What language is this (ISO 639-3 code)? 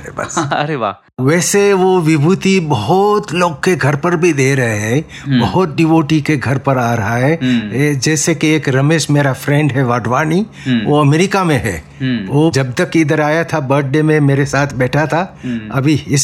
hin